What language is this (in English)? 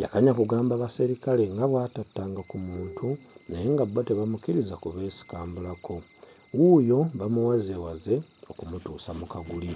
Ganda